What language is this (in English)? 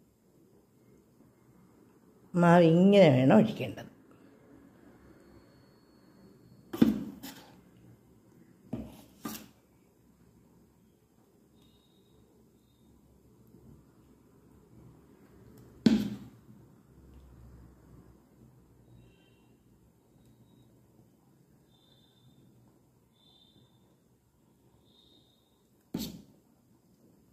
Malayalam